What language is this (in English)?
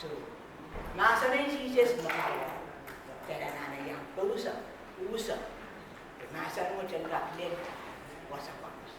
Pohnpeian